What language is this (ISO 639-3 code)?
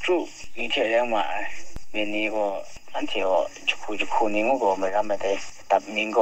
kac